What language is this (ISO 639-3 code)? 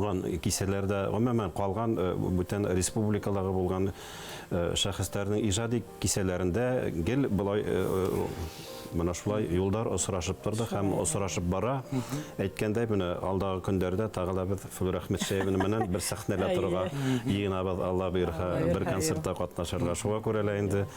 bak